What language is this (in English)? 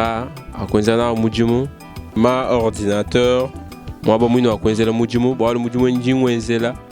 Luba-Lulua